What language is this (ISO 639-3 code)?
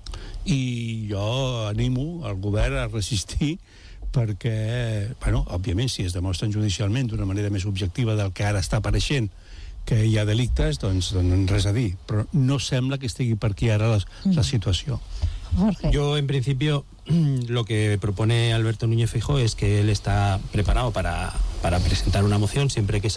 cat